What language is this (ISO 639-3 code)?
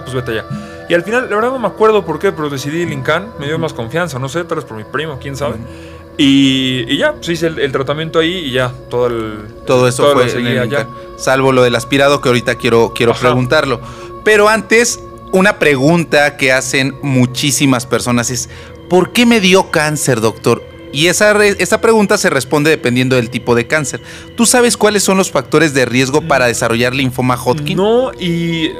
spa